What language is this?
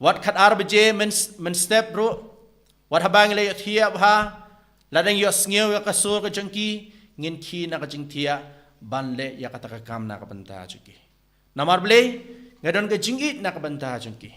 Khasi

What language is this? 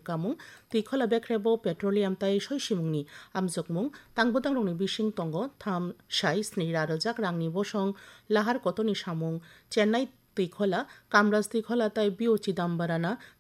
Kok Borok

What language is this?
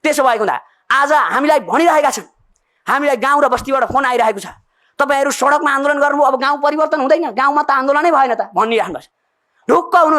Nepali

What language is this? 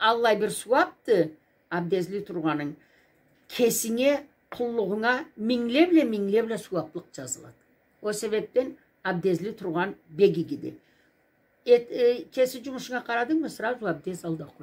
Karachay-Balkar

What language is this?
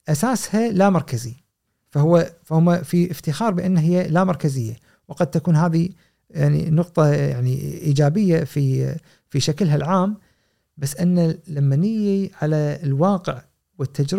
Gulf Arabic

